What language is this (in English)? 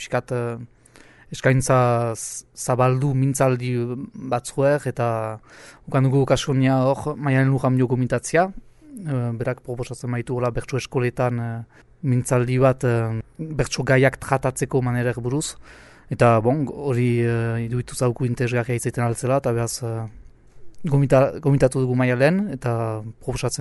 Basque